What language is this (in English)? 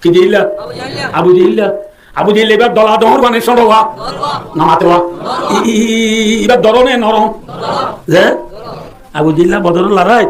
Rohingya